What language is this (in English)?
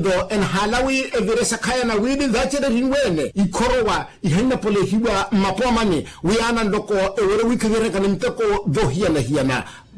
Makhuwa